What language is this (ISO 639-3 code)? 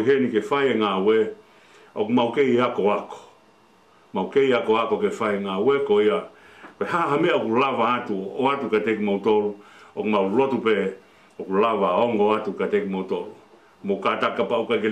ton